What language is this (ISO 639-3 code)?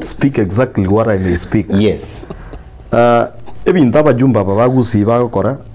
guz